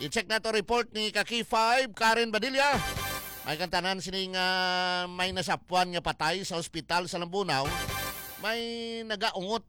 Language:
Hiligaynon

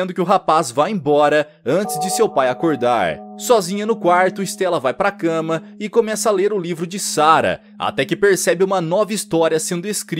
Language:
Portuguese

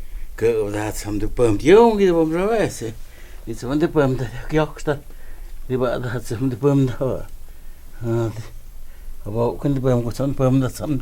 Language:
Totontepec Mixe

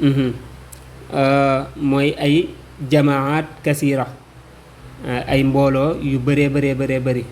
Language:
Wolof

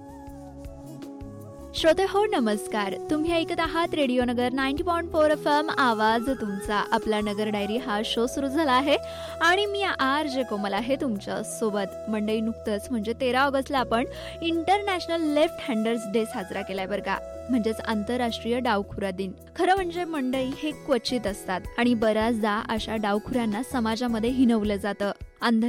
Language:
Marathi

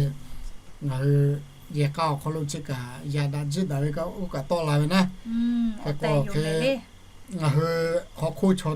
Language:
Lahu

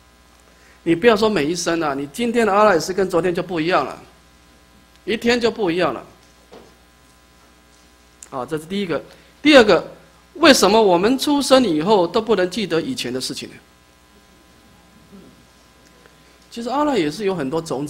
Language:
Chinese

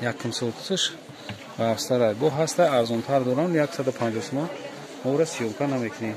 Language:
Tajik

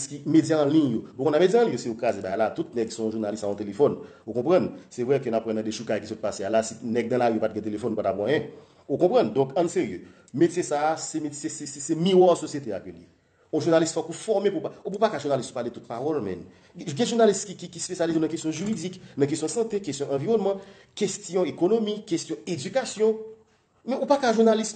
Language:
Haitian Creole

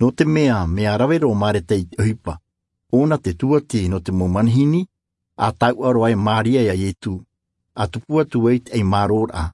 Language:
Tahitian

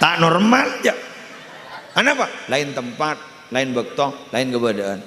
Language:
Madurese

